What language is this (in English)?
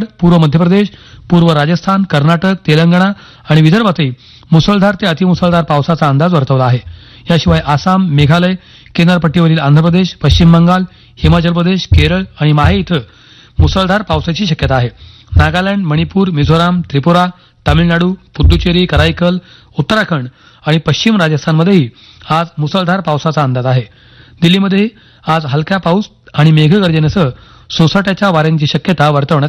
Marathi